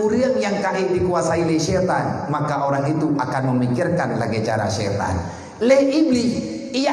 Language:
Achinese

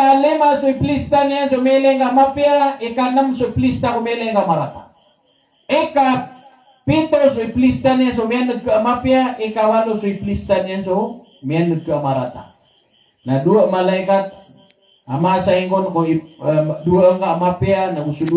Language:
Maranao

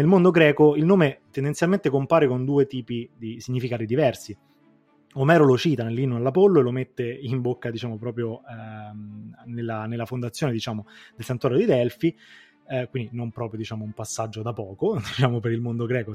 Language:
Italian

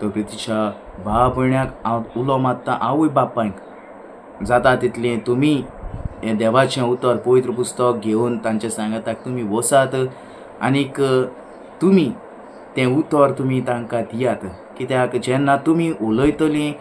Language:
Konkani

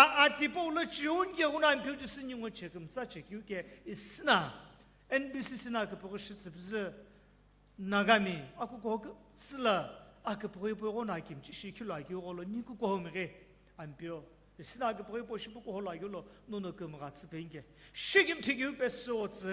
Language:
Sumi Naga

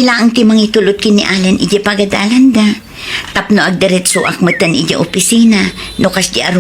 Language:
Iloko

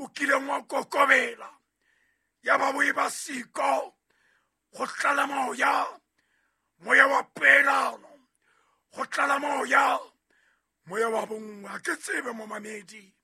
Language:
Southern Sotho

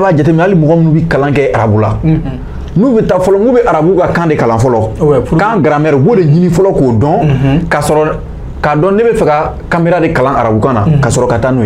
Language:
Bambara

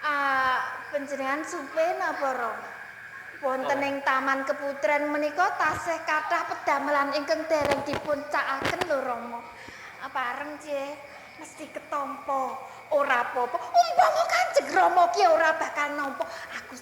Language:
Javanese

